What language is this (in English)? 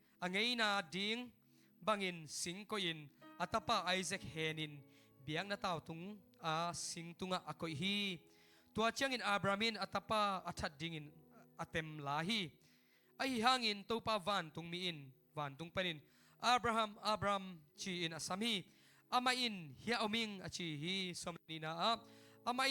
Tedim Chin